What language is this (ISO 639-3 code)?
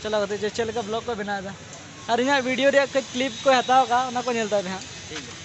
sat